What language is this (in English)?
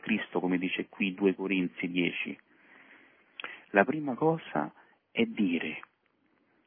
Italian